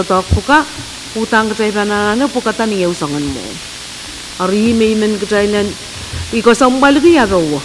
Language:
Pohnpeian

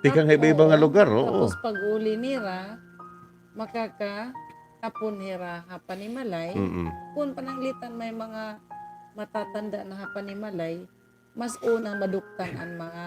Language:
Waray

